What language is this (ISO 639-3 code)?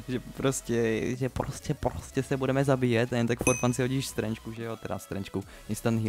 ces